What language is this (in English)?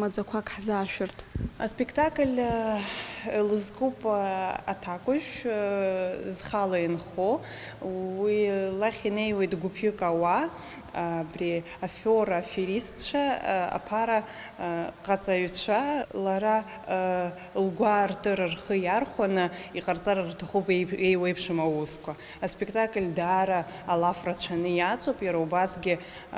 Abkhazian